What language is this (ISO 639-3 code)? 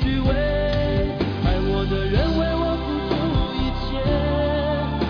zho